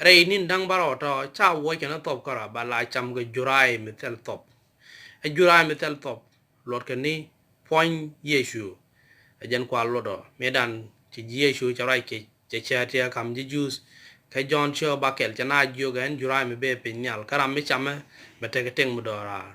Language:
Nuer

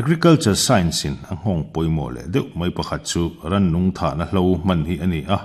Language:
Mizo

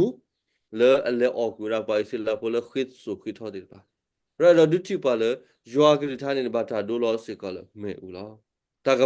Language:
S'gaw Karen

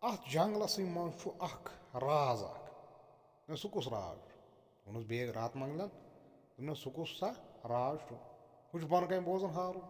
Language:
Kashmiri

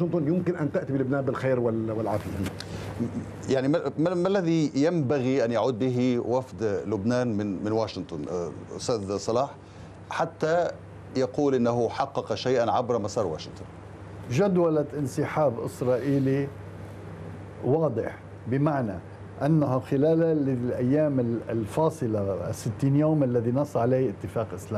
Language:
Arabic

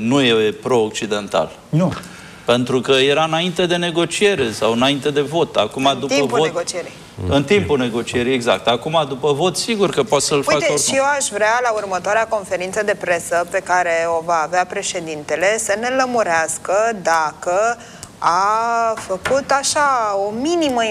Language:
Romanian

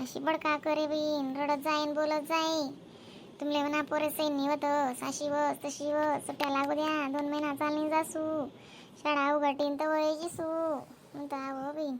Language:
Khandesi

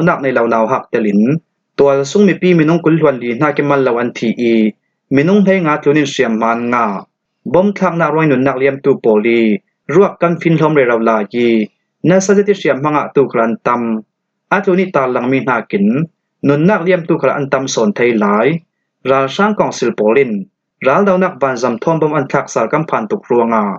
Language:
Falam Chin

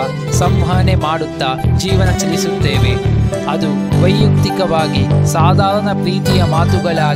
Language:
Kannada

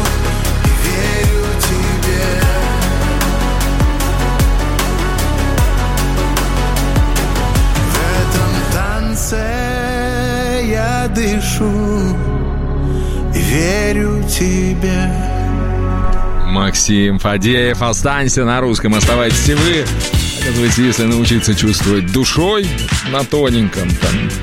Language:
Russian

